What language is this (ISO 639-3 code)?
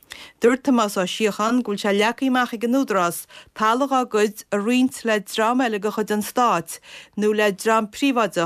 gle